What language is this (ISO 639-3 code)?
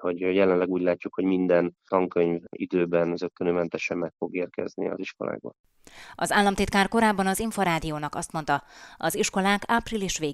hun